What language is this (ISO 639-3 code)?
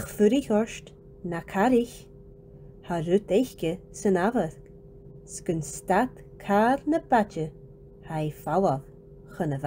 gla